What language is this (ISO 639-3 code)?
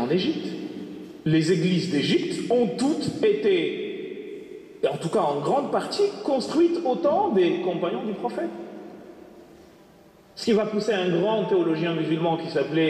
fra